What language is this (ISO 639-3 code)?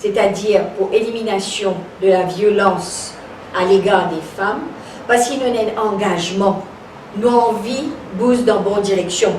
mfe